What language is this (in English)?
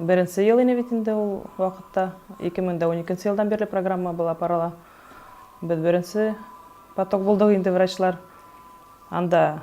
Bashkir